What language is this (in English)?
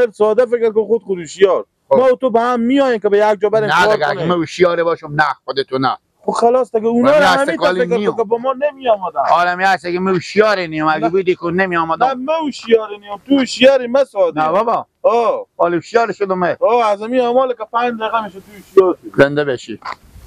Persian